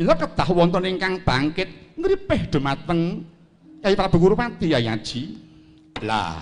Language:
Javanese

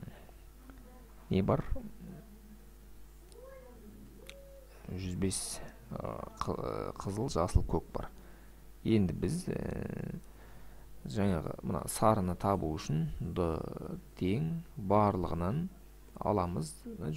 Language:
Kazakh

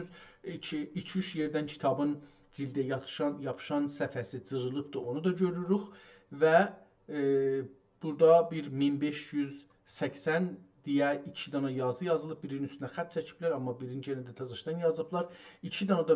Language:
South Azerbaijani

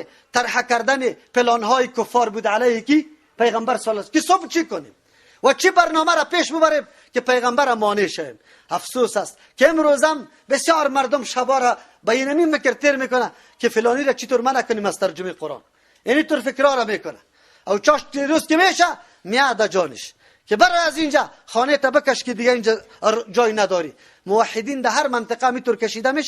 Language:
Persian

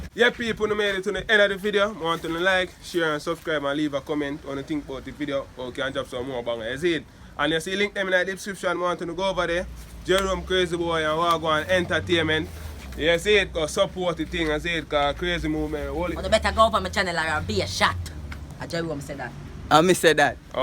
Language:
Jamaican Creole English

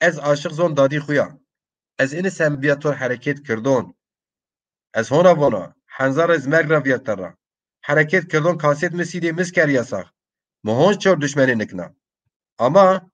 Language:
Zaza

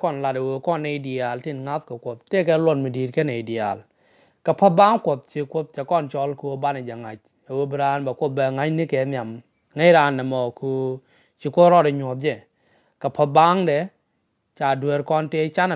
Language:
Nuer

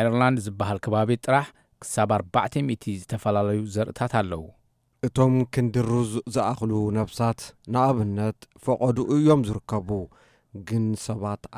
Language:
Tigrinya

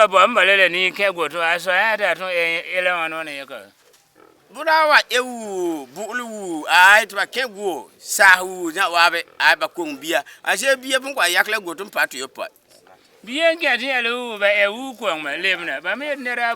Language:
Frafra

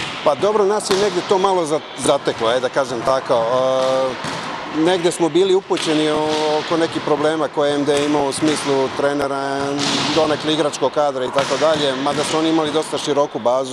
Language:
Serbian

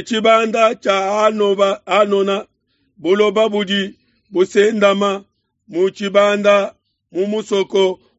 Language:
Luba-Lulua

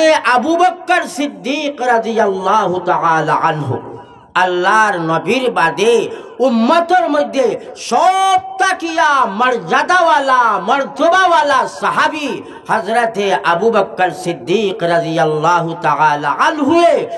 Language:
Sylheti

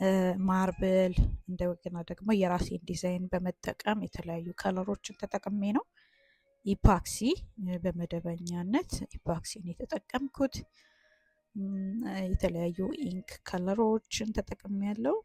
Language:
Amharic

